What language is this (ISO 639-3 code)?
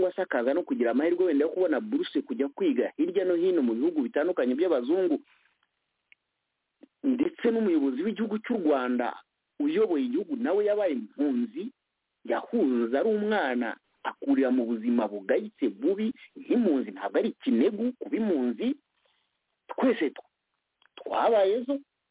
kin